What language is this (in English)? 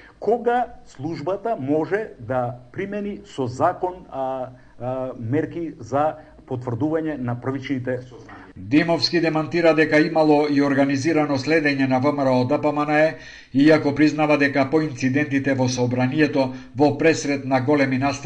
Macedonian